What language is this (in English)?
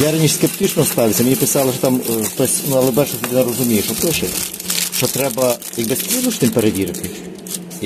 Ukrainian